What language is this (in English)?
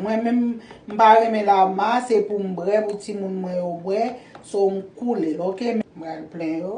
Haitian Creole